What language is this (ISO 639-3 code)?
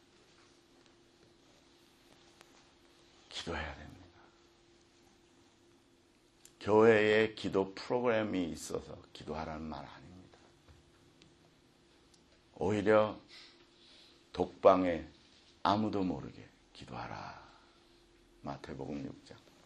kor